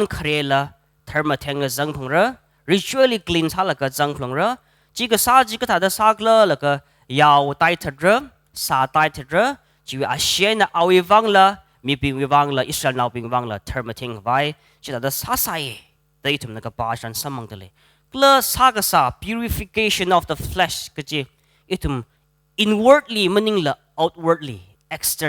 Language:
Tangkhul Naga (India)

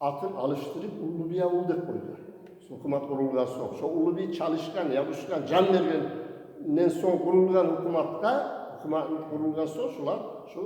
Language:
Kumyk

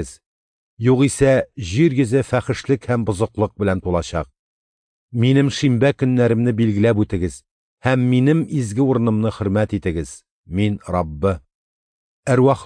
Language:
Tatar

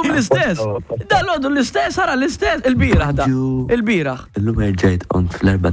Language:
Maltese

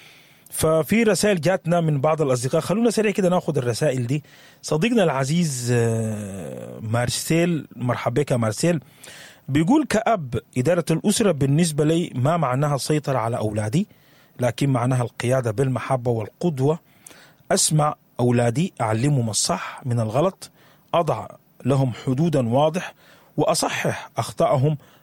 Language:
Sudanese Arabic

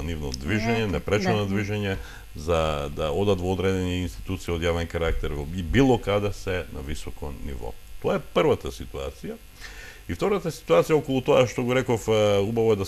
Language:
Macedonian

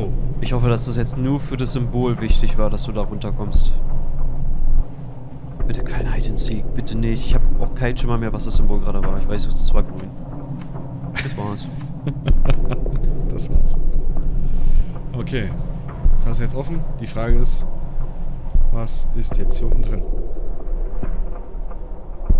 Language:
German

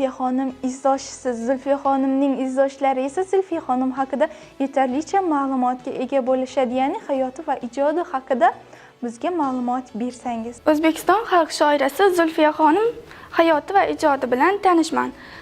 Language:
Uzbek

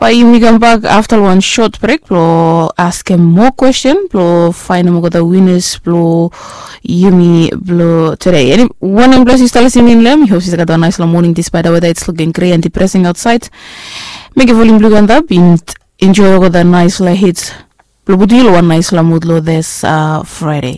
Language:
Bislama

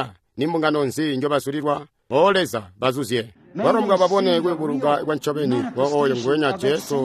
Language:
Tonga (Zambia)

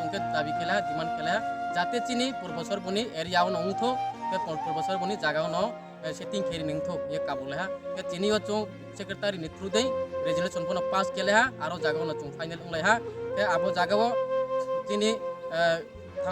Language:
Riang (India)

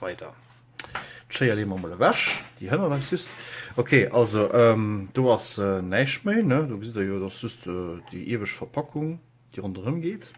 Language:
Luxembourgish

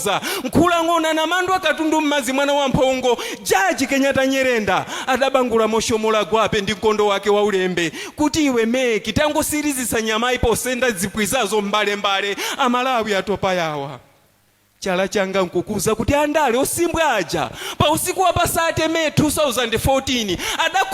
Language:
Nyanja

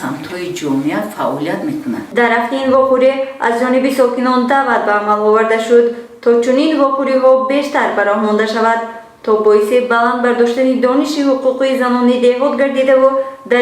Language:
Tajik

